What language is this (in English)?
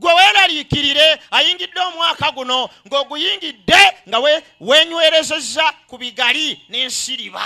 Ganda